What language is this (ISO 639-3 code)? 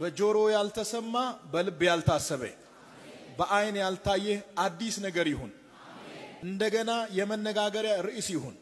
amh